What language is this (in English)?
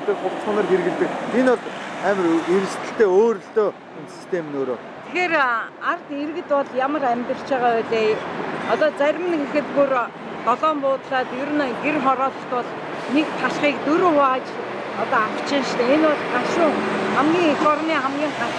Mongolian